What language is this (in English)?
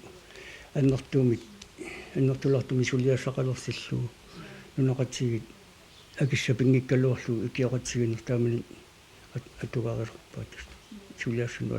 Kalaallisut